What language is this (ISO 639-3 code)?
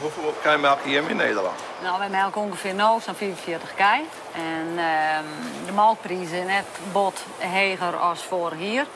fry